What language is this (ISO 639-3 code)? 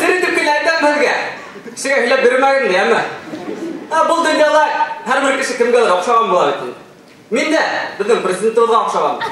bak